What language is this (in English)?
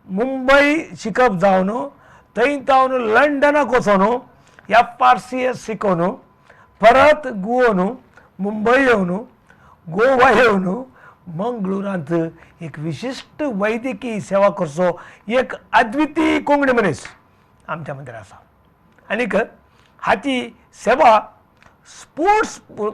Konkani